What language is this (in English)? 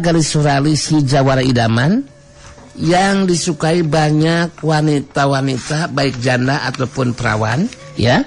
Sundanese